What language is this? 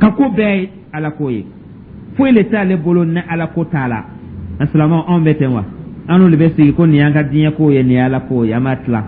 Dyula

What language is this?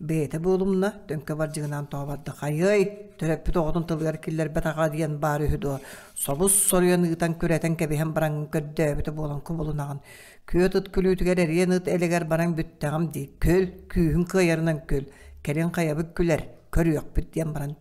Yakut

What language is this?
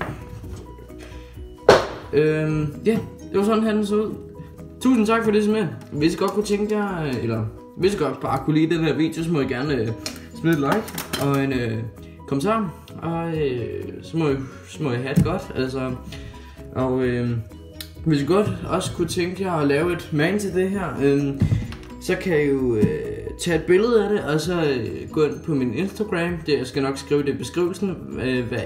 Danish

